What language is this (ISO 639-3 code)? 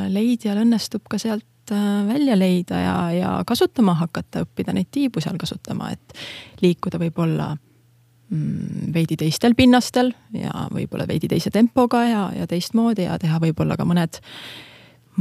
est